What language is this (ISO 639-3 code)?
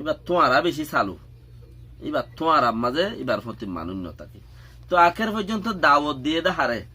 rhg